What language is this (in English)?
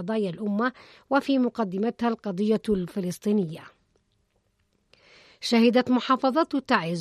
Arabic